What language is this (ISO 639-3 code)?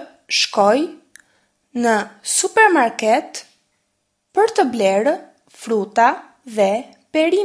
sqi